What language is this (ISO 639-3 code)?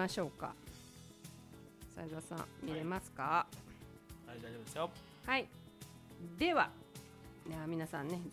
jpn